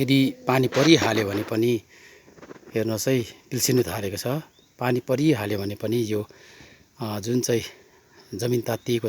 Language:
Nepali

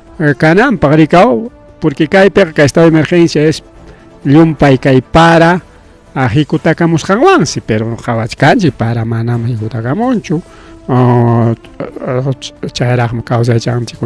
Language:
Ayacucho Quechua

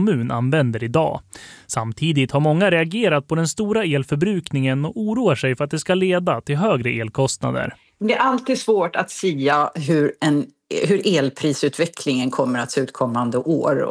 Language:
Swedish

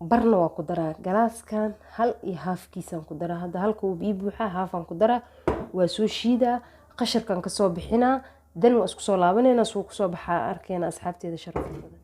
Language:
Somali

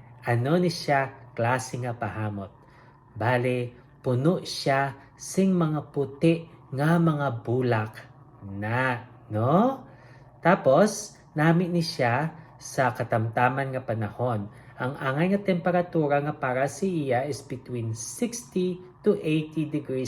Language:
Hiligaynon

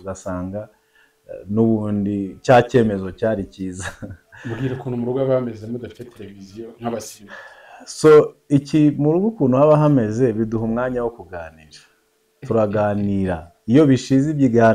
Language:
Kinyarwanda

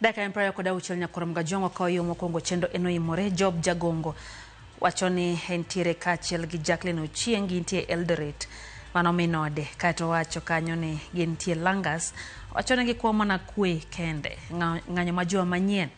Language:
Luo (Kenya and Tanzania)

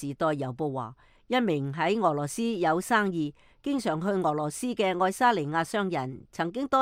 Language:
Cantonese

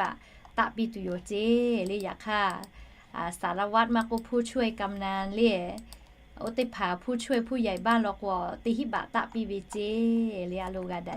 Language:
Lahu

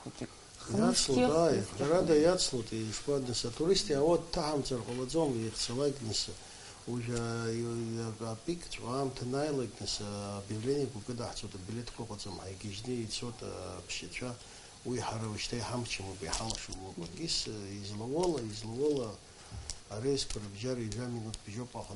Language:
Abkhazian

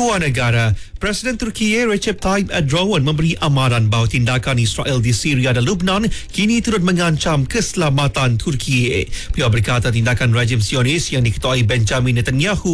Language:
Malay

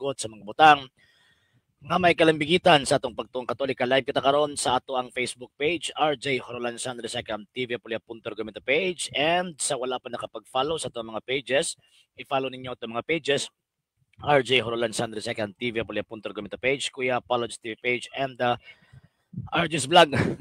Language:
Cebuano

